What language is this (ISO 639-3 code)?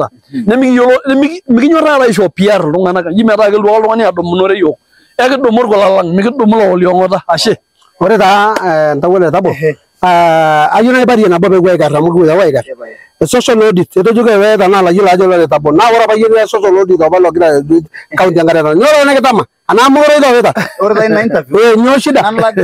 mas